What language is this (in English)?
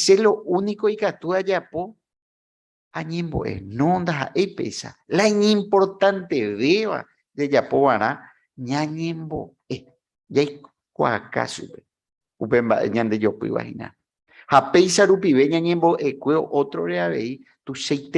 Guarani